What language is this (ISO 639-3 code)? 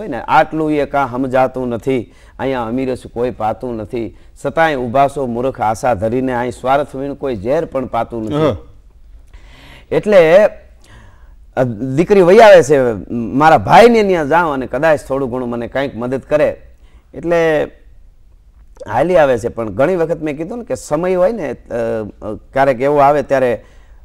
guj